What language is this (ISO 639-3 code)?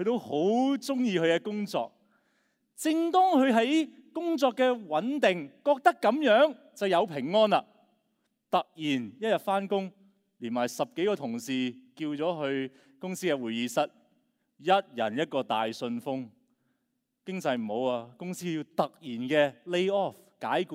yue